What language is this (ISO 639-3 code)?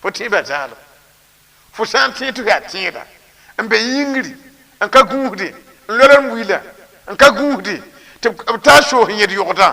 mos